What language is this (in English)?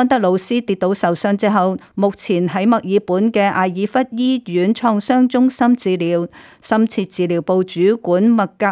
Cantonese